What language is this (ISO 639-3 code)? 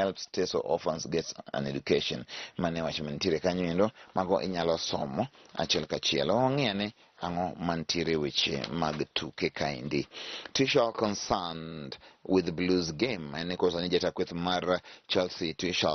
luo